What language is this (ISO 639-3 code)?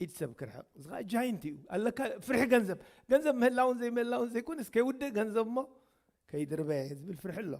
tir